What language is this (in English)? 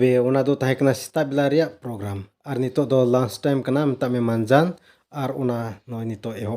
Santali